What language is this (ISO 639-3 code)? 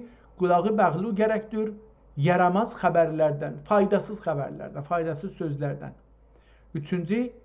azb